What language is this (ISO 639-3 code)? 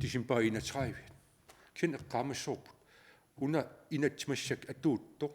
kal